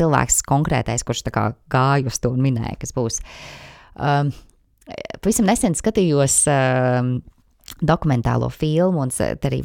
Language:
Latvian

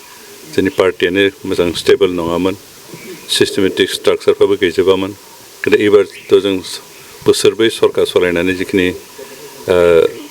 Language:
Bodo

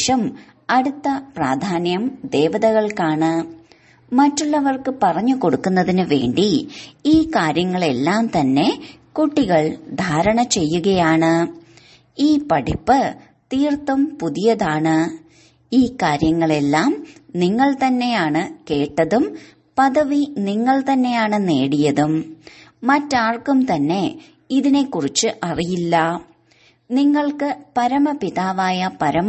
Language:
Malayalam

